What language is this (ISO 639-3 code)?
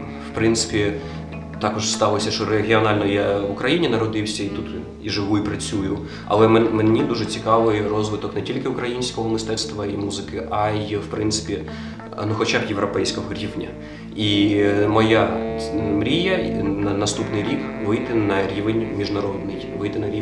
ukr